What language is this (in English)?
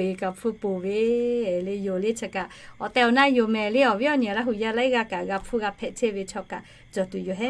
Lahu